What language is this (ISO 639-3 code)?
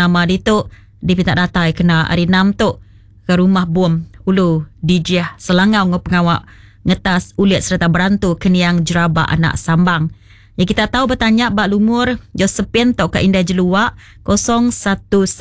iba